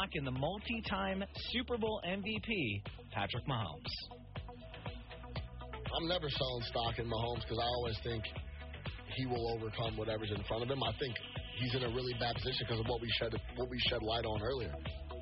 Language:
English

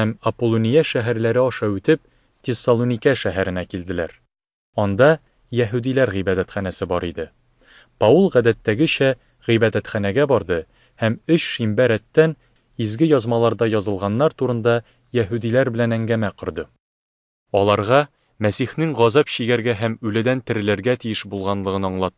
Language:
Tatar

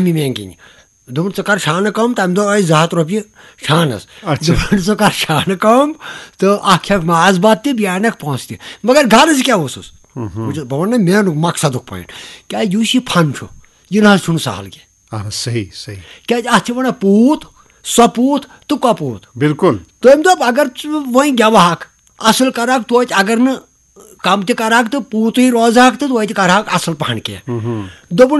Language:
Kashmiri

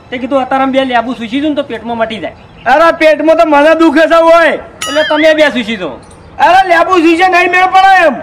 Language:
Gujarati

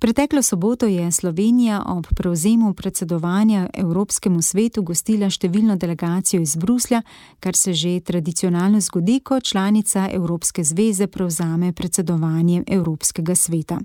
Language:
Slovenian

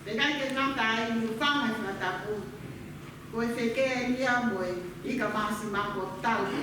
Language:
Tongan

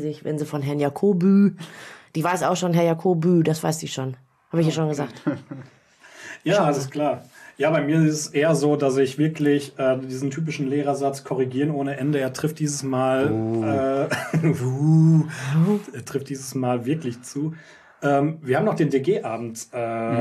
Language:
German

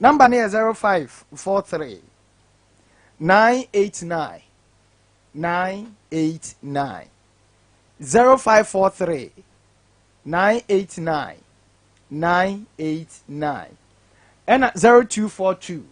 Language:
Akan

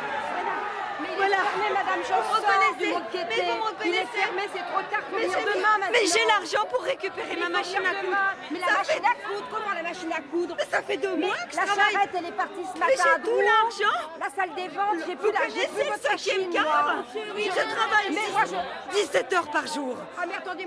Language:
French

